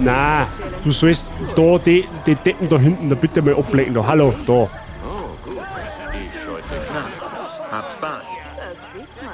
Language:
Bavarian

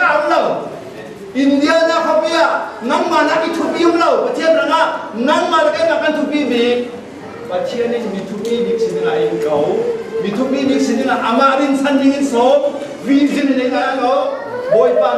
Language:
Falam Chin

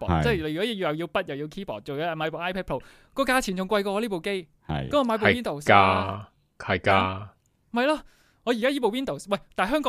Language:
Cantonese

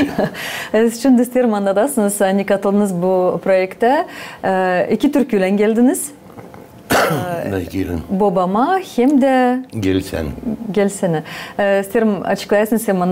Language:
Gagauz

